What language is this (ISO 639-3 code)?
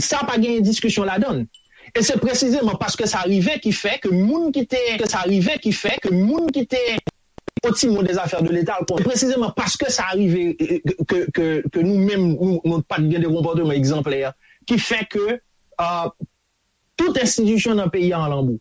hat